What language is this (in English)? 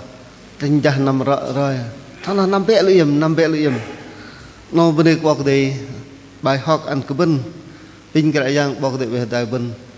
Bahnar